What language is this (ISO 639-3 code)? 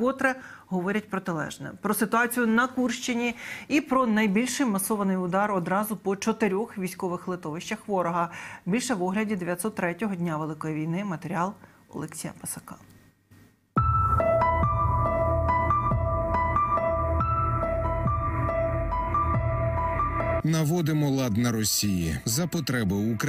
ukr